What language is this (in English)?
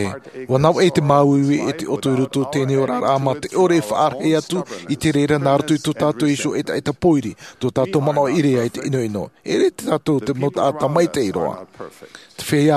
Tahitian